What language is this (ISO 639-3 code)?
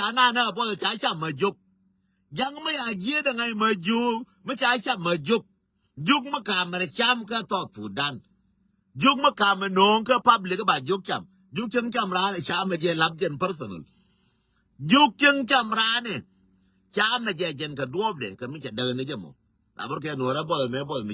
nus